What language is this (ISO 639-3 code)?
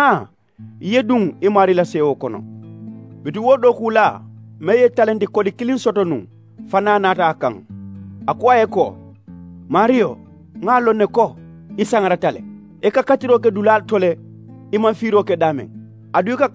man